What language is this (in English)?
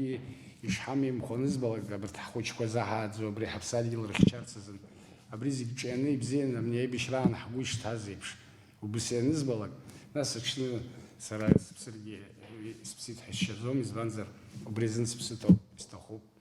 Abkhazian